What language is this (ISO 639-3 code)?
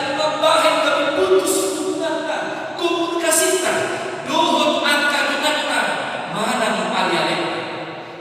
bbc